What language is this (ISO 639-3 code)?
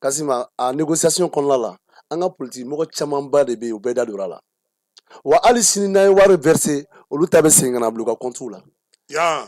bam